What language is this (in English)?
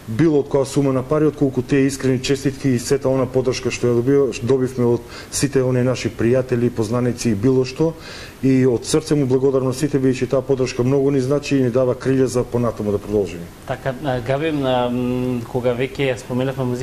Macedonian